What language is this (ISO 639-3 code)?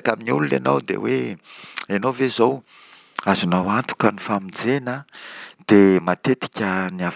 mlg